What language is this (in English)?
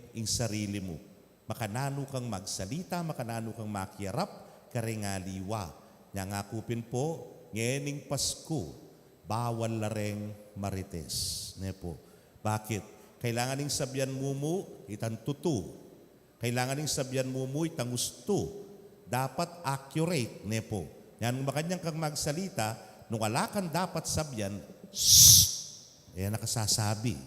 Pampanga